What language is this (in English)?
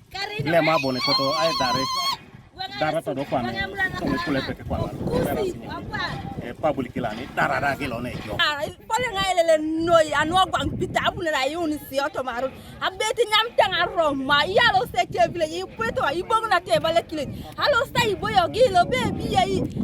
Teso